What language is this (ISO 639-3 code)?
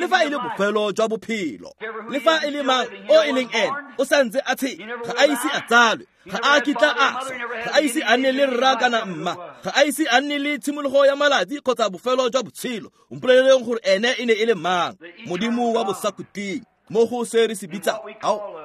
tsn